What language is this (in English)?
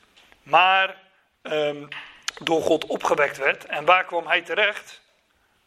Dutch